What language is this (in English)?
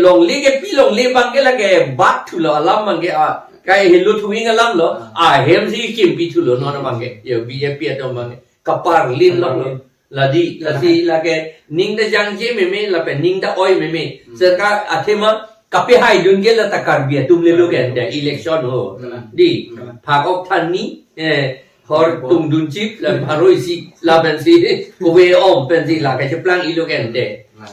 Karbi